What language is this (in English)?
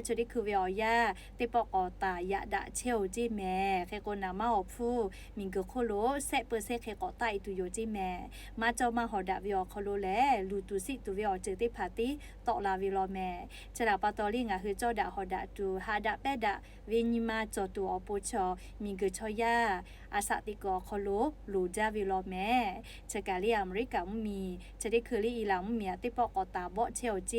Lahu